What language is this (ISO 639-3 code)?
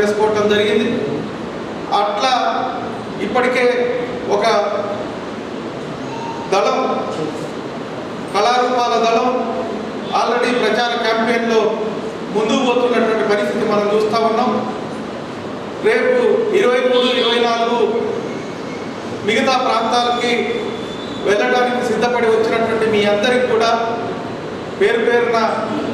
tel